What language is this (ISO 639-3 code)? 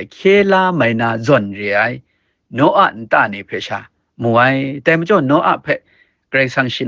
kac